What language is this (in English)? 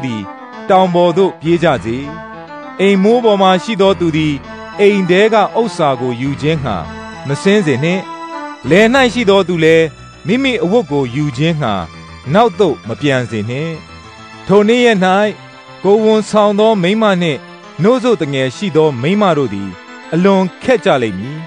Burmese